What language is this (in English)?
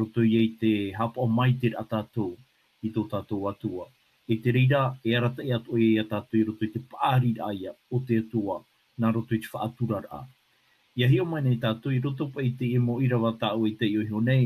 Tahitian